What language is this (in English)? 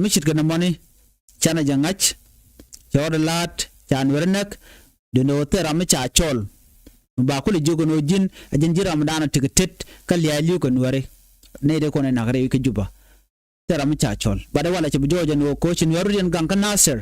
Nuer